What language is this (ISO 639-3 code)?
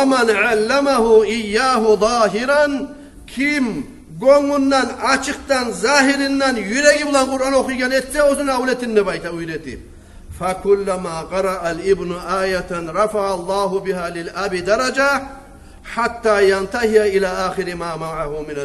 kum